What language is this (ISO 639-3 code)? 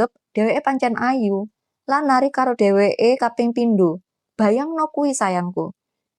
jav